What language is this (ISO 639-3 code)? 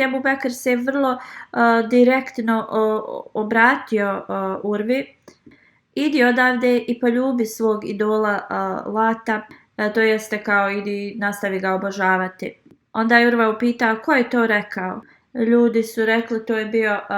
bos